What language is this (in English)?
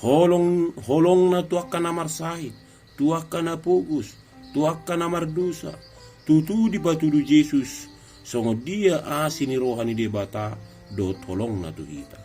Batak Toba